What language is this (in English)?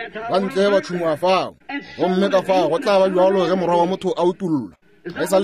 Northern Sotho